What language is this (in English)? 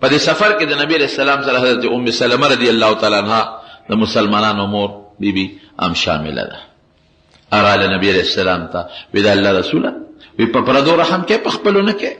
Pashto